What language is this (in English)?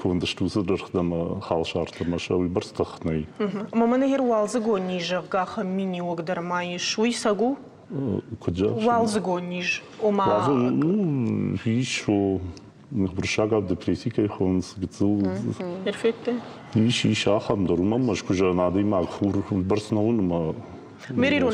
Ossetic